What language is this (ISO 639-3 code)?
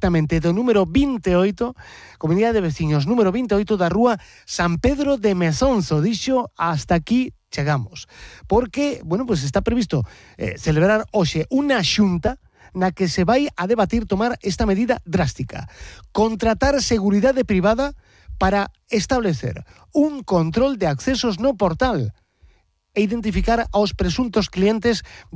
glg